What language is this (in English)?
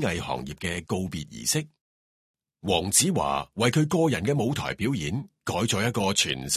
Cantonese